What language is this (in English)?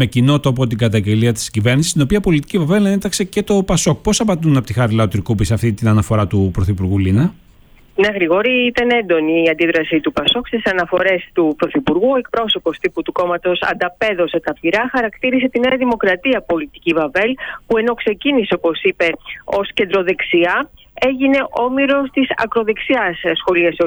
Greek